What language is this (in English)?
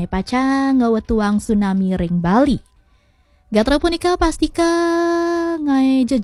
Balinese